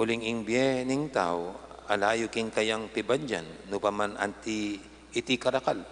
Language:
Pampanga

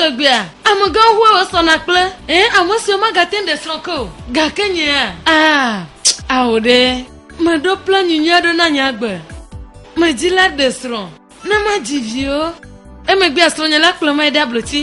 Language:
Ewe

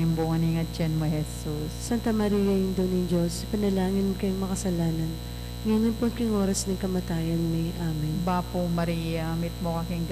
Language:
Pampanga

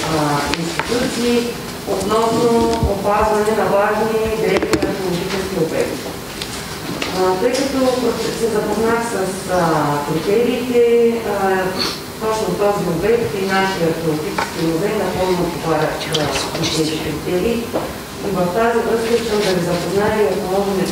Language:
Bulgarian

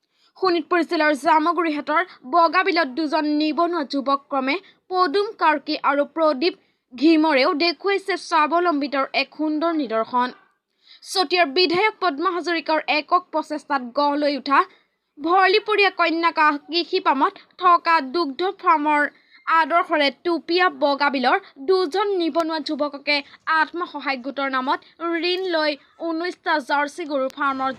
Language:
Assamese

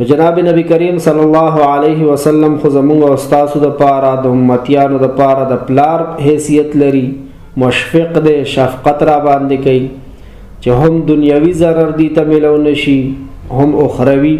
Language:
Pashto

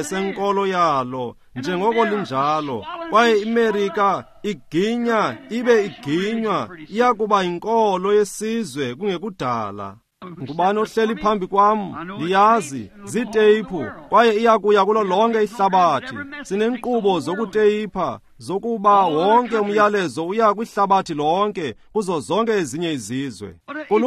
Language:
Xhosa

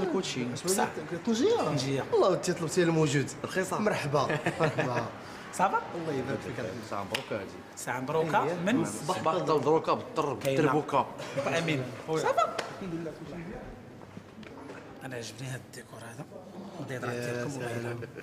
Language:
Moroccan Arabic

